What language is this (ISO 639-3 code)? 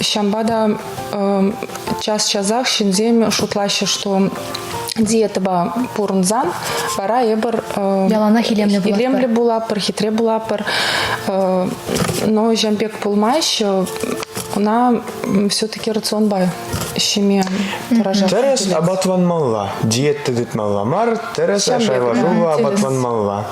chv